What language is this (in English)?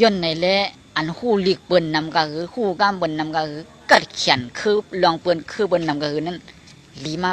Shan